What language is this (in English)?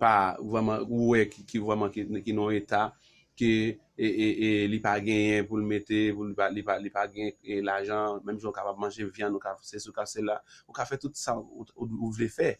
Haitian Creole